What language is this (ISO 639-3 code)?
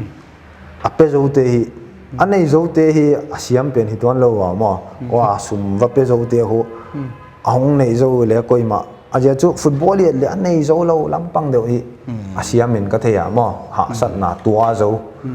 pck